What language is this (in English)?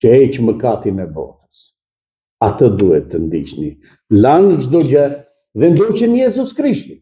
Albanian